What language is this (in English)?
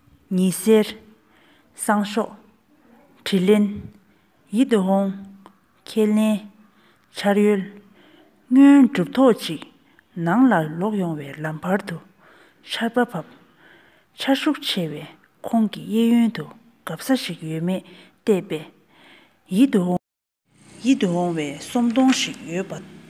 Tibetan